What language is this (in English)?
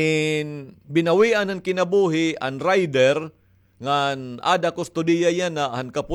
Waray